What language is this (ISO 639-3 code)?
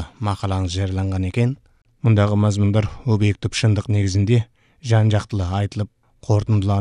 kaz